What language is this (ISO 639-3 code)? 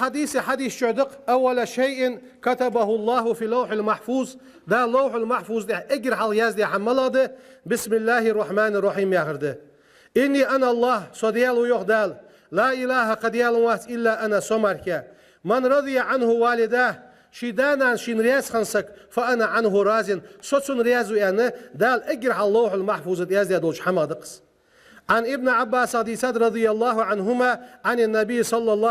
inh